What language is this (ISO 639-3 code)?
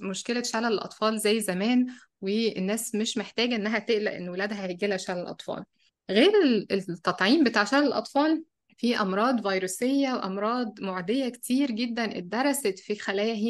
arz